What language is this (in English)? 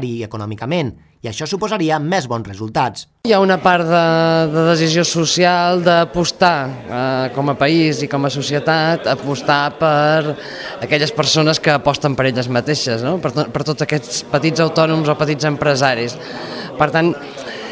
Catalan